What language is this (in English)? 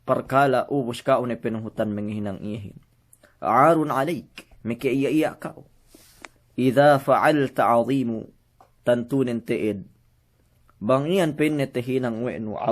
Yakan